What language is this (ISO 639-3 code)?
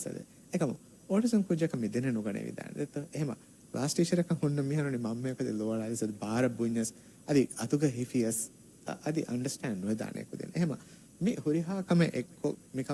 div